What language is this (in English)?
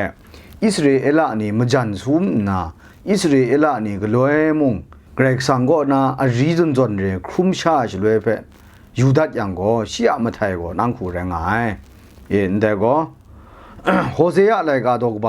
Kachin